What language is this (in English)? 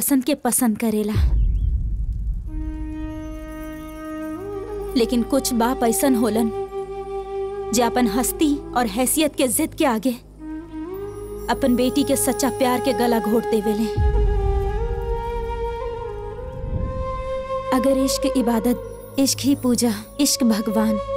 Bhojpuri